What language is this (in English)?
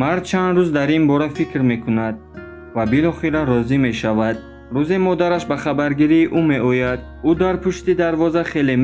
Tajik